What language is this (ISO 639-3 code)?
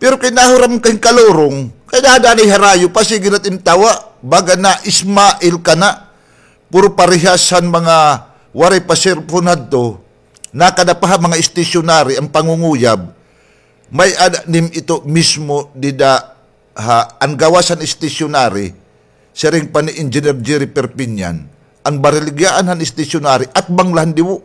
war